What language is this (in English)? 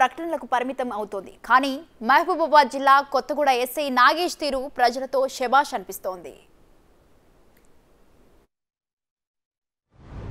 Telugu